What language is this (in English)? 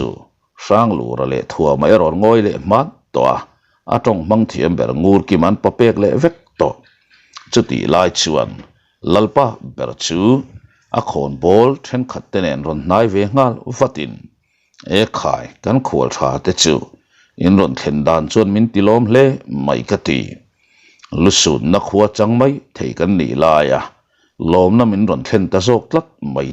Mizo